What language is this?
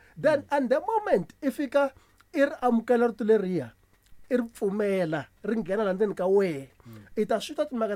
Tsonga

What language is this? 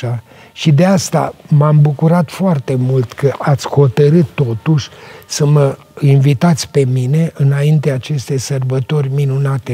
Romanian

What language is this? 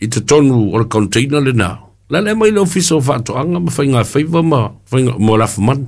Samoan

